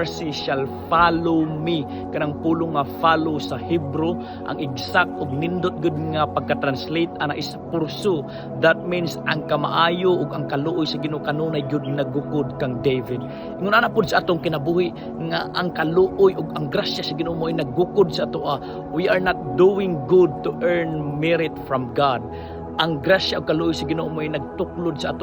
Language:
Cebuano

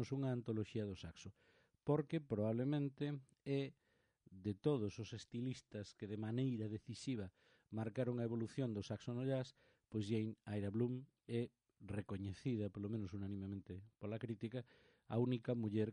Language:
Galician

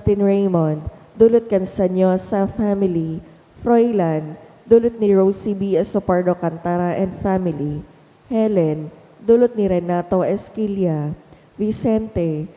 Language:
Bikol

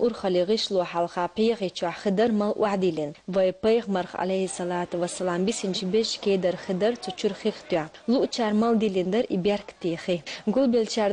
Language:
Chechen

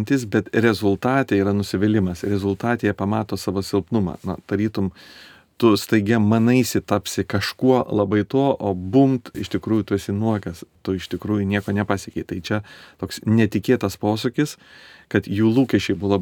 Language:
Lithuanian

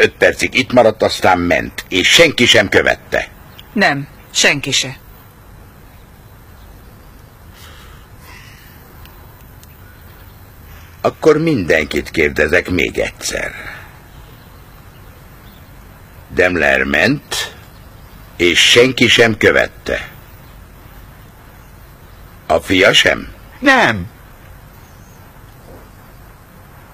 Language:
Hungarian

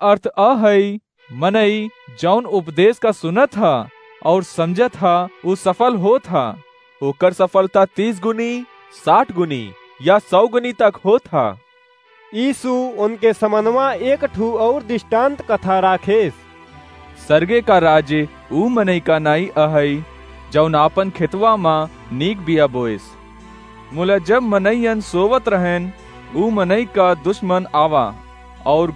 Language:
Awadhi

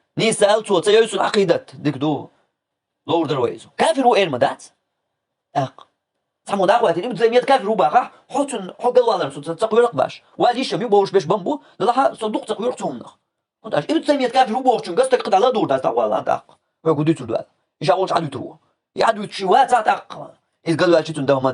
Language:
Chechen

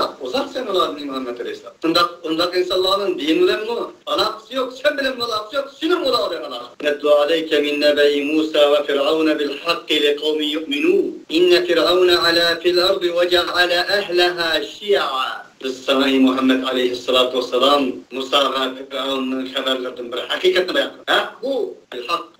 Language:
Uyghur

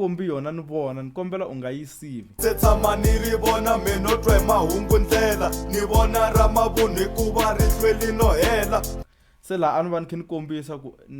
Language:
Tsonga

